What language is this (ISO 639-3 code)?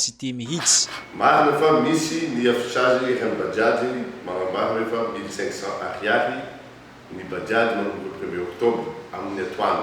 mlg